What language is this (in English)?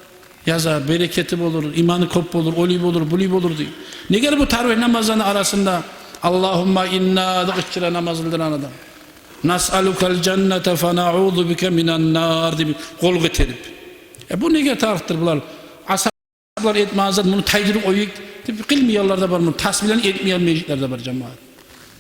Kumyk